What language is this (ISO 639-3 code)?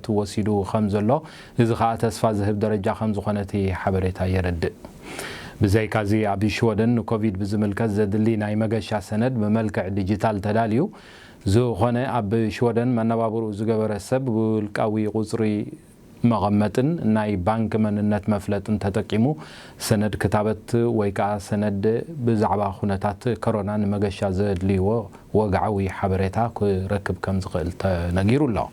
tir